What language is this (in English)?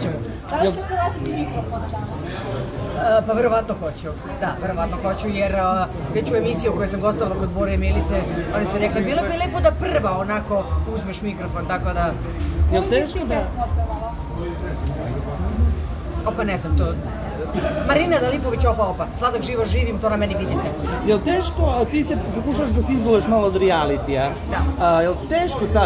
Serbian